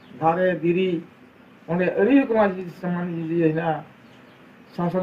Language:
Santali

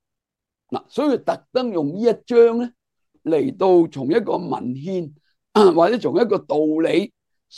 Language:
Cantonese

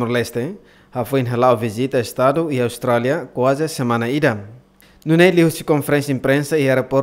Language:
Tetum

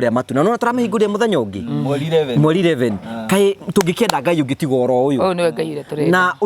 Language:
Kikuyu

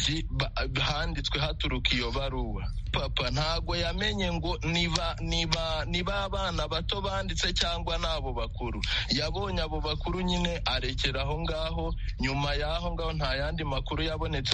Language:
Kinyarwanda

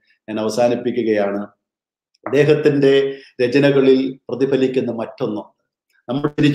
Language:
Malayalam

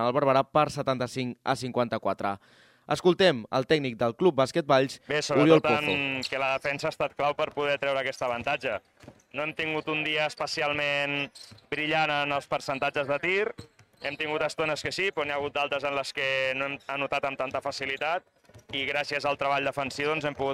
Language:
Catalan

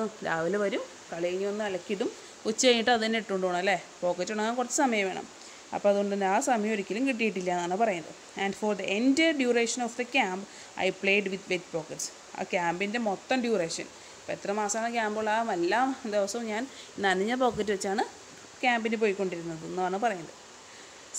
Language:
Malayalam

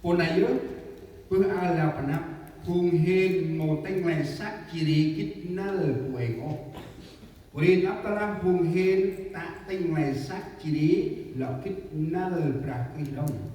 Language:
Central Mnong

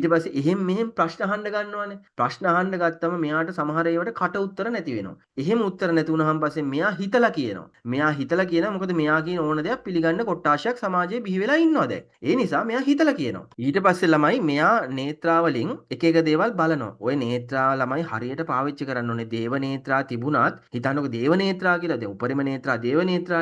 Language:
Sinhala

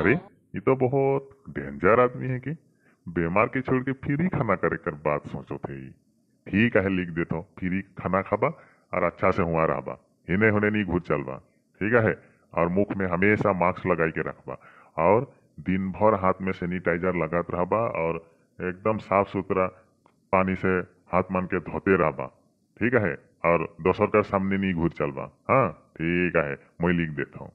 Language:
Sadri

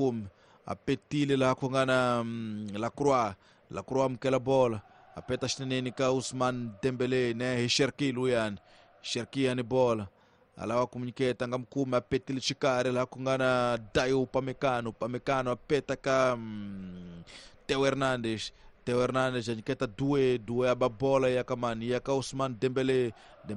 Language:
Tsonga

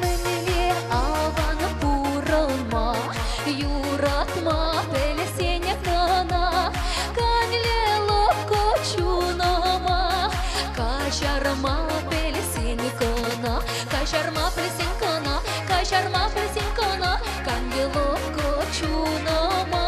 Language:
Chuvash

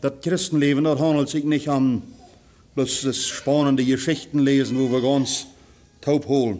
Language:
Plautdietsch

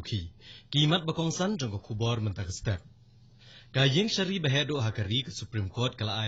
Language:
Khasi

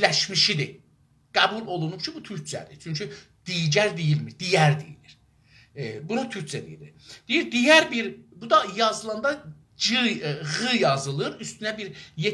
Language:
South Azerbaijani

